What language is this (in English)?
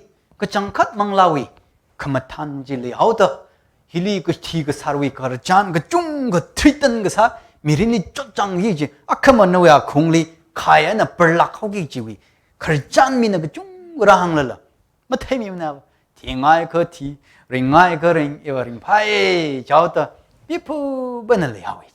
Tangkhul Naga (India)